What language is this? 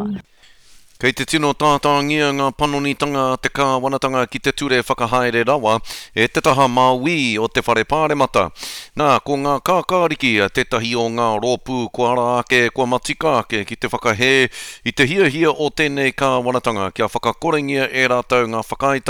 Māori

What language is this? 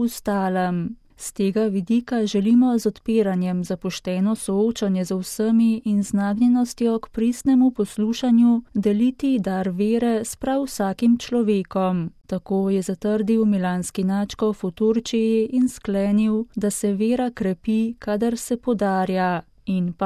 Slovenian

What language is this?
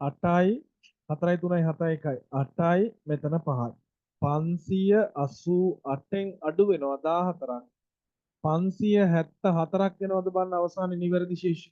Sinhala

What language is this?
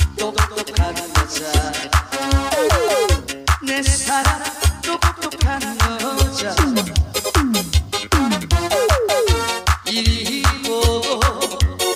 Korean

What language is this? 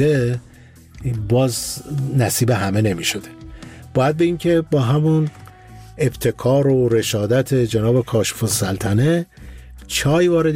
Persian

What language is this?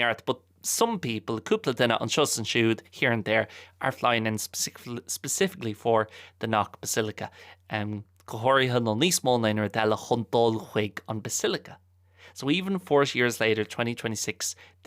Irish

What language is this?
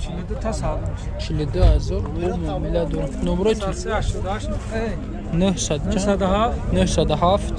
Tajik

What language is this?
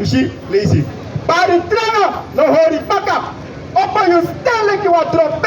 Sranan Tongo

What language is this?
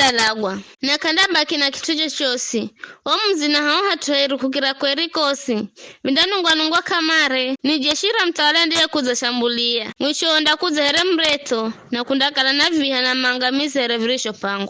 Giryama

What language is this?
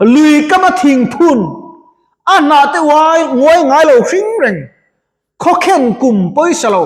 Mizo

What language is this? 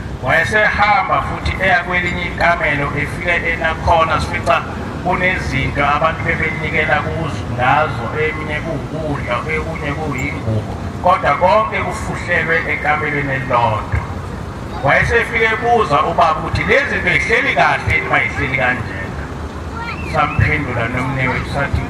Zulu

